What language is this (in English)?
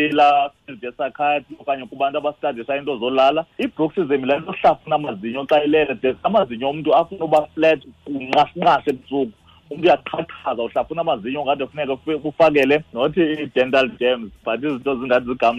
Xhosa